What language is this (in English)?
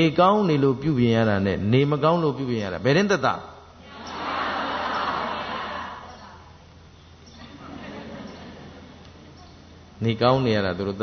Burmese